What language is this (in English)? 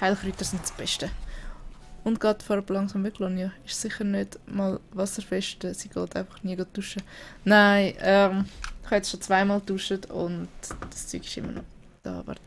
Swiss German